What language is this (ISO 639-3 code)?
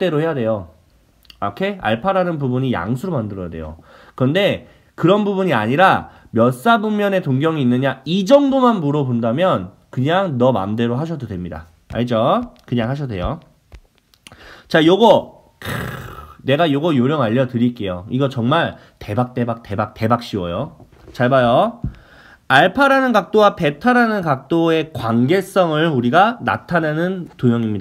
kor